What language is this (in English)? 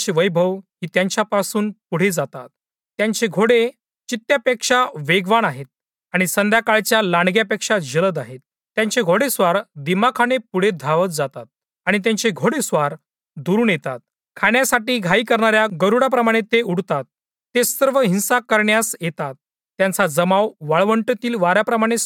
Marathi